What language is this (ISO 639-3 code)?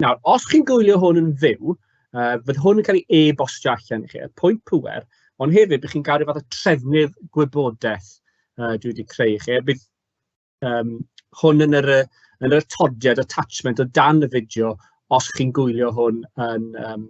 cym